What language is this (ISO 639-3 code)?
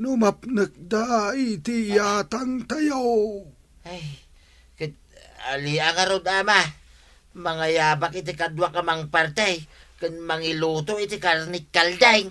ilo